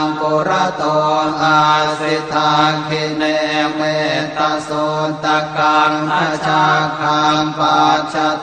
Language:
Pali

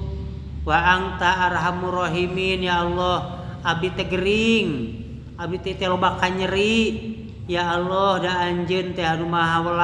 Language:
Sundanese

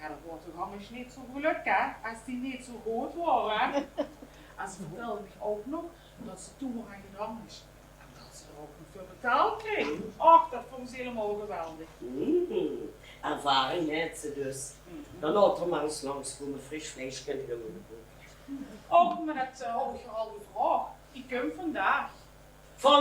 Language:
Limburgish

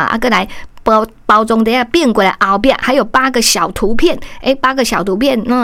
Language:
Min Nan Chinese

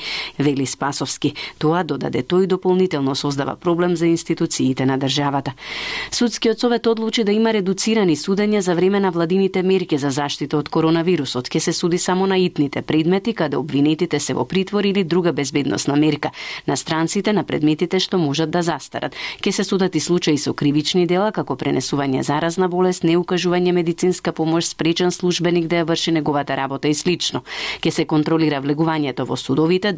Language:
Macedonian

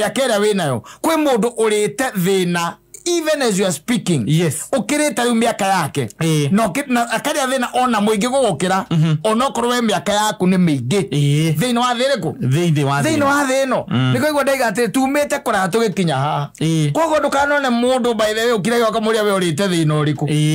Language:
Kikuyu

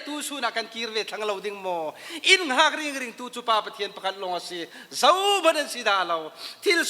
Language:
Falam Chin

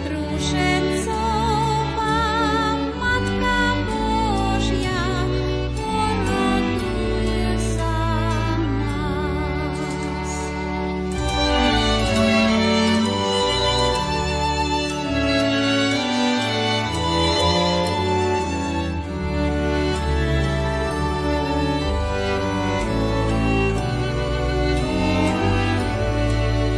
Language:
Slovak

